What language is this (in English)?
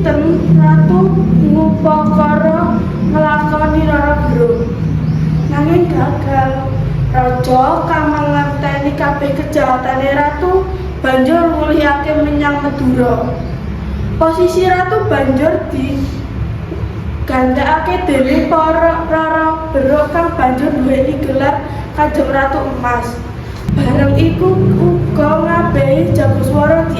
Javanese